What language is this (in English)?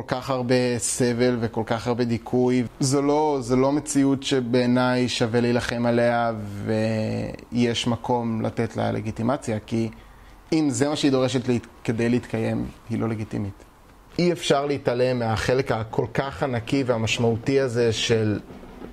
Hebrew